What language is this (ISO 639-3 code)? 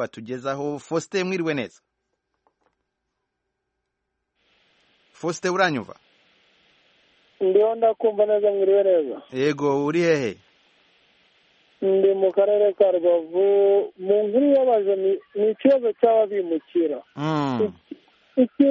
kin